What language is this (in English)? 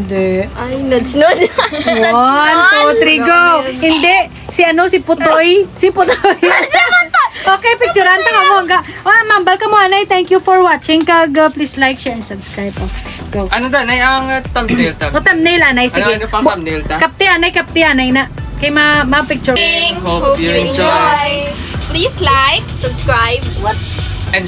Hiligaynon